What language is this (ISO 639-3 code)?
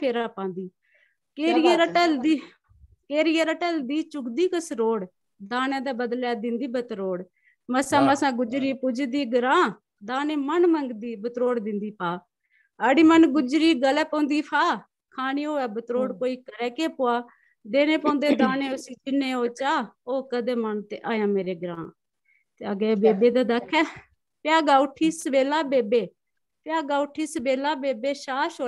doi